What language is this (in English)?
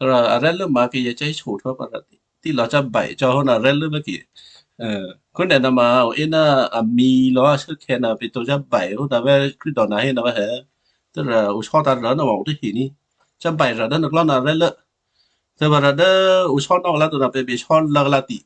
Western Kayah